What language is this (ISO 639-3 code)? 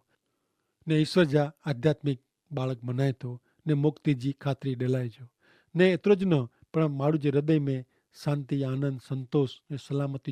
kfr